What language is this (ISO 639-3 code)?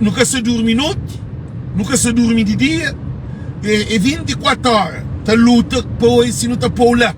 kea